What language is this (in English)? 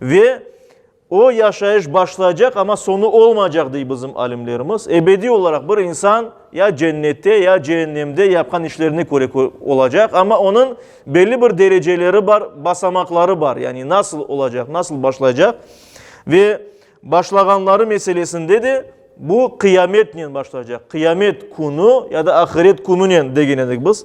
Crimean Tatar